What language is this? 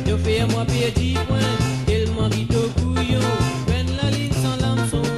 Morisyen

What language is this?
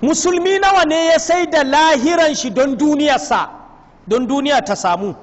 Hausa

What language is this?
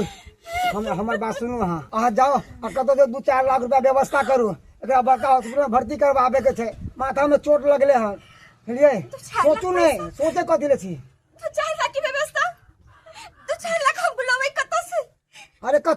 Maithili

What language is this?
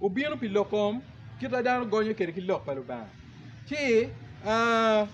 Acoli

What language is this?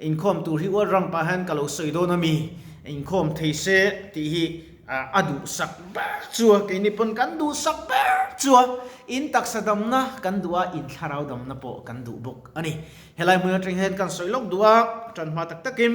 Mizo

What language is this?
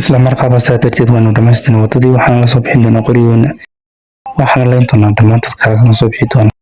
Somali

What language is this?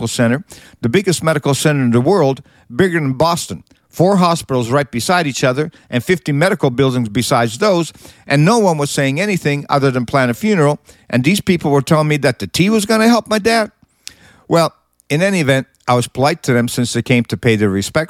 English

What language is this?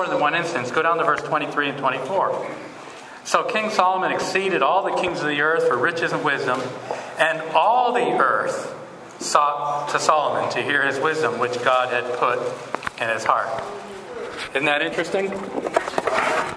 English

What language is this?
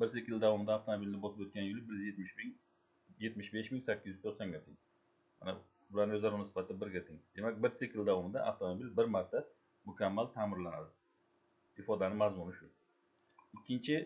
Uzbek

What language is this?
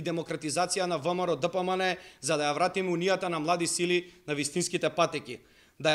Macedonian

